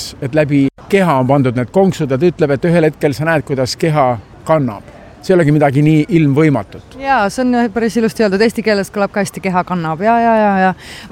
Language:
Estonian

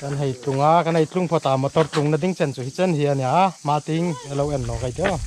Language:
Hmar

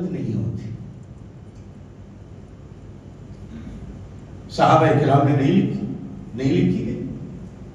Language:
Urdu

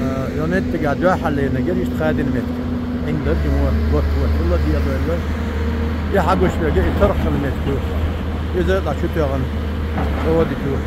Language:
Chechen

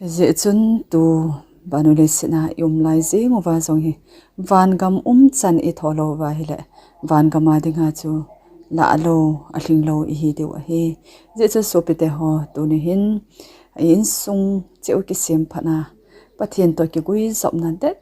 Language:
Thado Chin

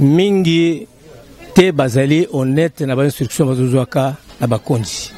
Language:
Lingala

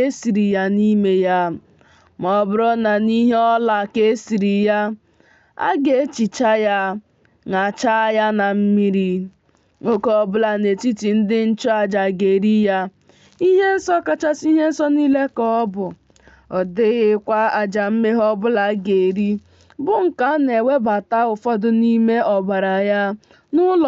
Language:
Igbo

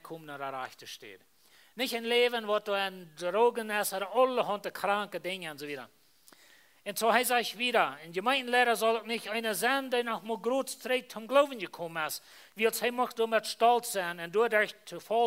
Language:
Plautdietsch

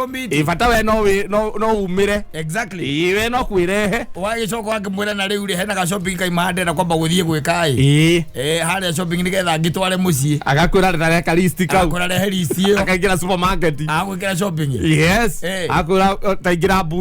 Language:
Kikuyu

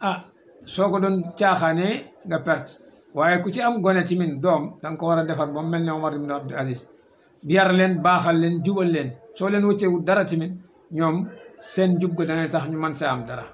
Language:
Wolof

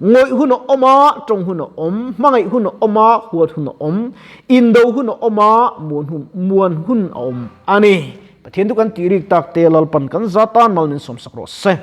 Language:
Mizo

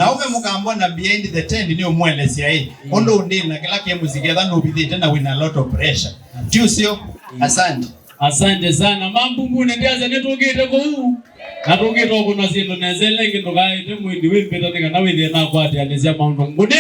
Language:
Kamba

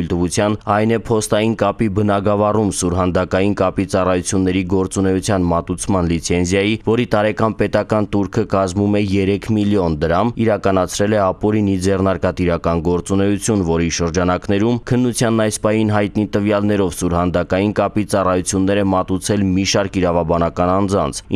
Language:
Armenian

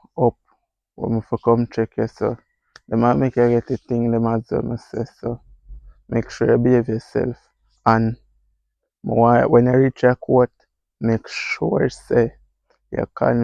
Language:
Jamaican Creole English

